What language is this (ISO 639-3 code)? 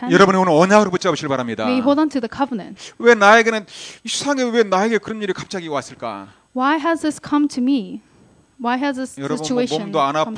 kor